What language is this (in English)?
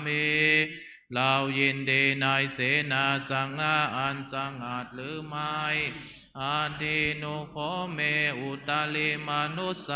Pali